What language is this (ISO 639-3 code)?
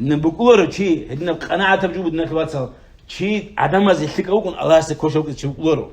ava